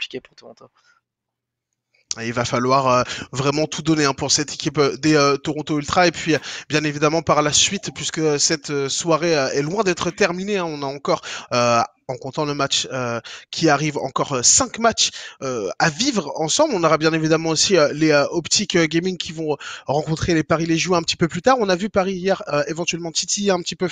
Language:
French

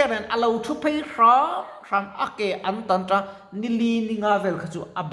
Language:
Mizo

